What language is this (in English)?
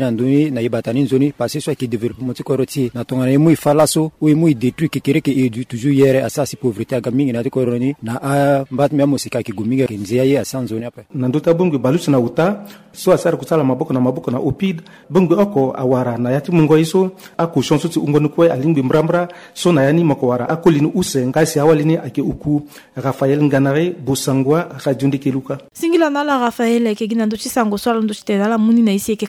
Sango